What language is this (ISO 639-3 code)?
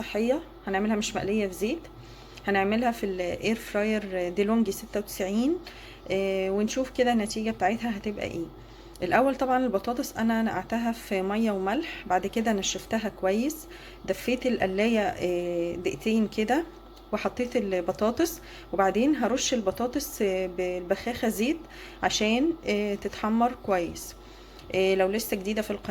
arz